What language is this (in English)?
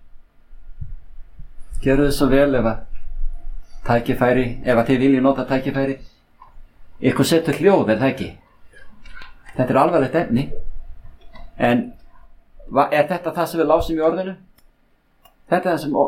Icelandic